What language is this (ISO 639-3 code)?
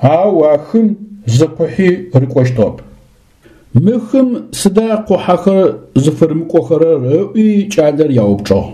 ady